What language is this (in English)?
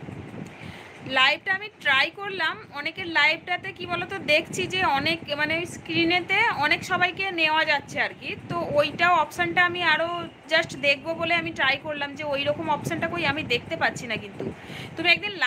Bangla